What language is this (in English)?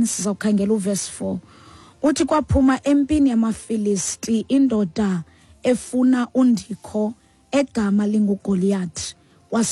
Xhosa